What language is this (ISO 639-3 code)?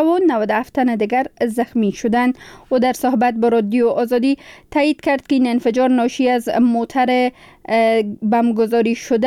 fas